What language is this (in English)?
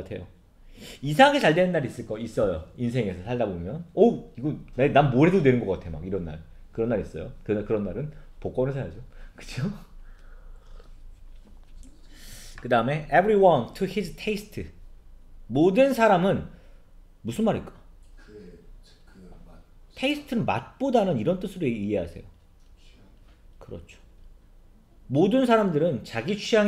Korean